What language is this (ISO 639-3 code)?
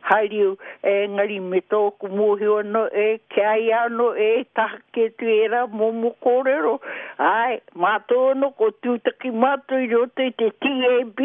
mri